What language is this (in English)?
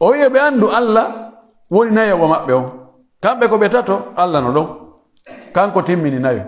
Pular